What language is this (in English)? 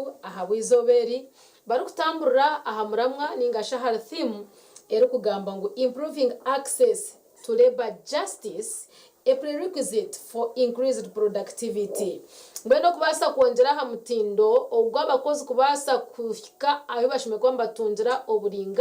Nyankole